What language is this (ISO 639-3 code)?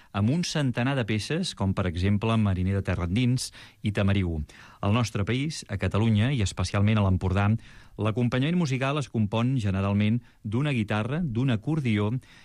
cat